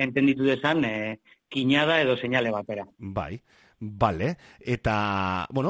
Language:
Basque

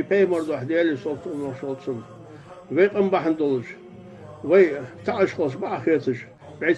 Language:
Ingush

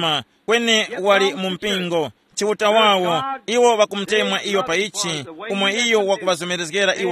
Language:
Tumbuka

